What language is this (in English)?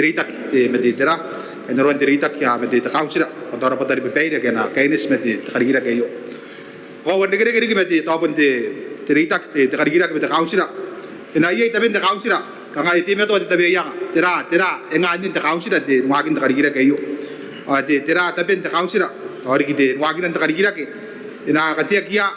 Gilbertese